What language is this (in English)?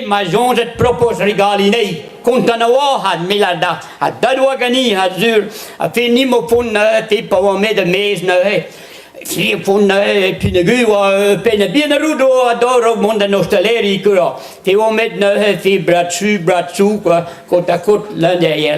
Breton